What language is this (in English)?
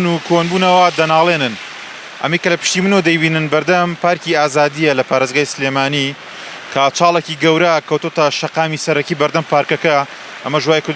Central Kurdish